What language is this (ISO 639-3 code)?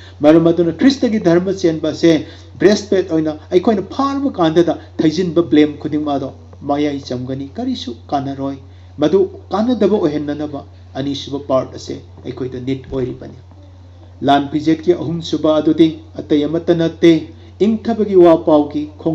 mni